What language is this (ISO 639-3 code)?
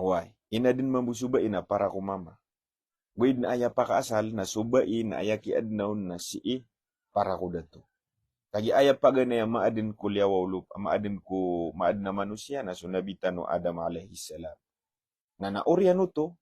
mrw